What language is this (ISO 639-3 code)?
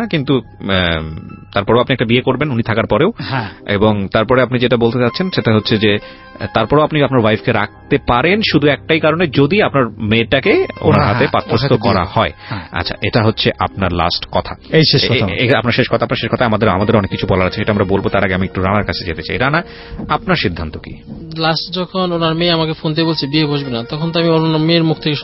ben